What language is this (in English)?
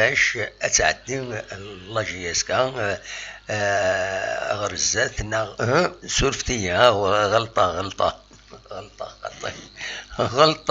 Kabyle